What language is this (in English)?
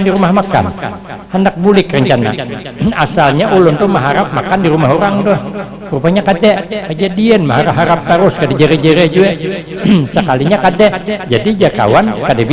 Banjar